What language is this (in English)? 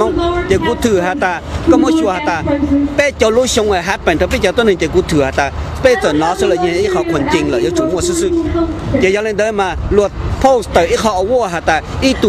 Hmong